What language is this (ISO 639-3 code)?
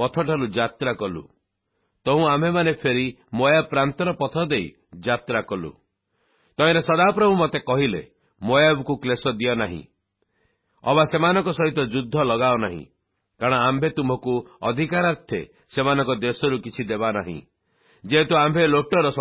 ori